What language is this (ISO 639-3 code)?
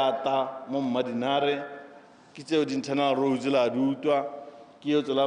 tsn